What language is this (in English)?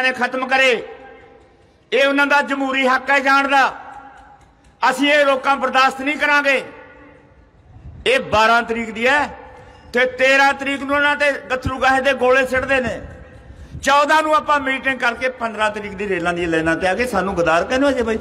Punjabi